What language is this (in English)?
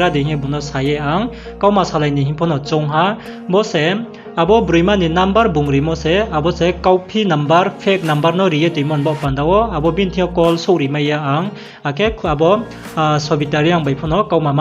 Riang (India)